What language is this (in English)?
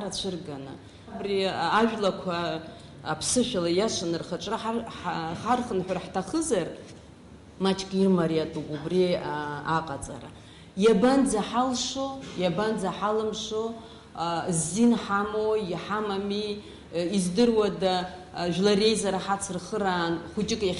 Abkhazian